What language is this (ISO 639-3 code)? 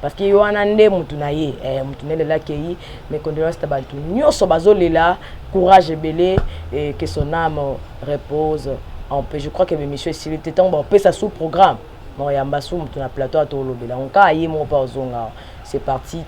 lin